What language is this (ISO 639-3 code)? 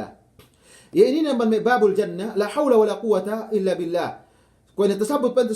yka